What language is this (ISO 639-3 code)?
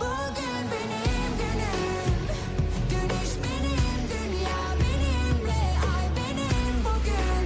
kaa